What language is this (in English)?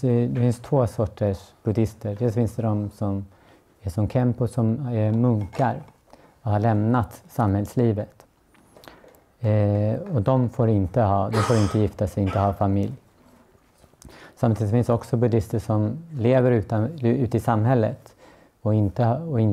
Swedish